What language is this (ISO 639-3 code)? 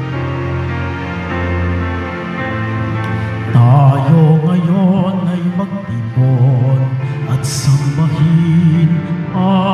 fil